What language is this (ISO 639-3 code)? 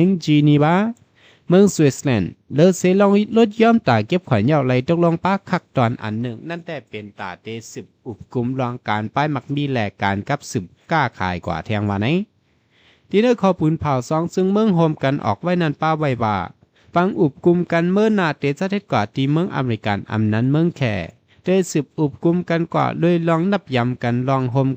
shn